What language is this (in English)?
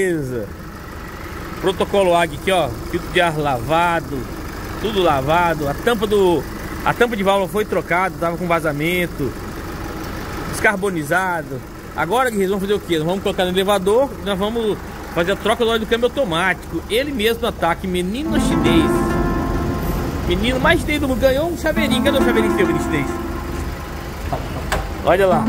Portuguese